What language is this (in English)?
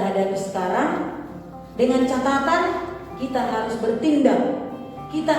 Batak Toba